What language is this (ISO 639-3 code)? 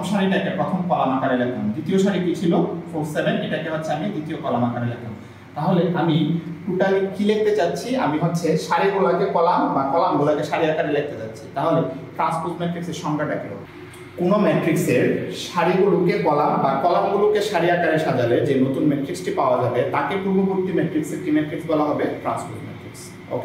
ben